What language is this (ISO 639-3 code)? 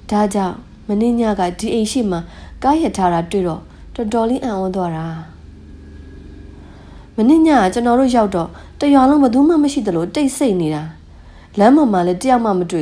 mya